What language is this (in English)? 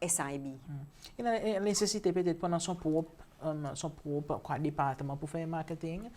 Seselwa Creole French